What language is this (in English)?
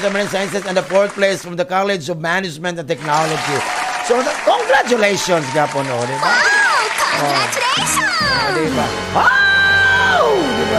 Cebuano